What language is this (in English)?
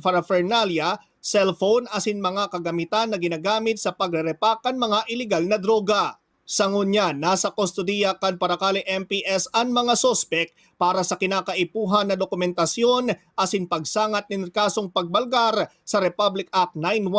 Bikol